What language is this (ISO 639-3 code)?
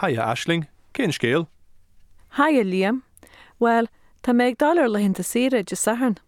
gle